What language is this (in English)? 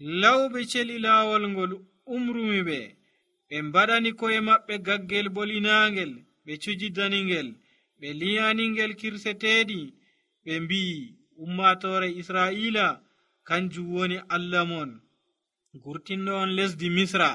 Nigerian Fulfulde